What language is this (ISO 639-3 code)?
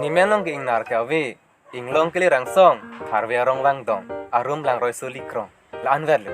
mjw